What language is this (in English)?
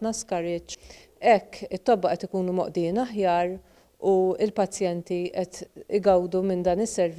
Maltese